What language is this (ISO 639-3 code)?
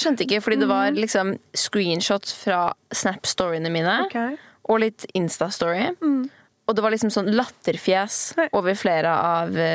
nor